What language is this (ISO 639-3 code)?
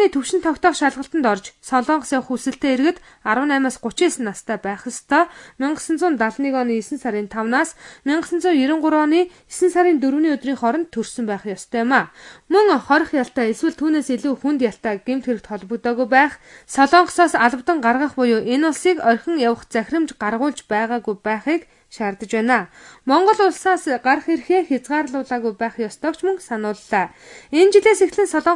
mon